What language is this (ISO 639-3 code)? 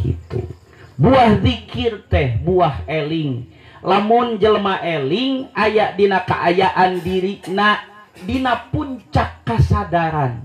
sun